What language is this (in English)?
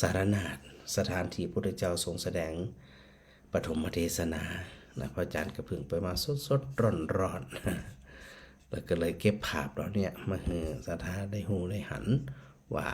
Northern Thai